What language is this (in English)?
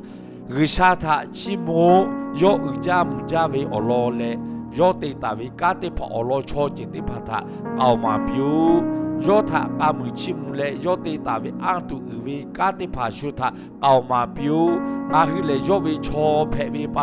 Lahu